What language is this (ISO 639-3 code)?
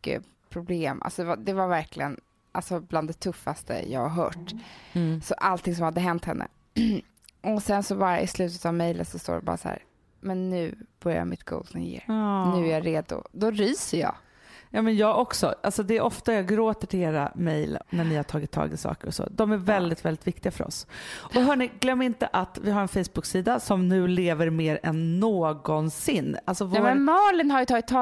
swe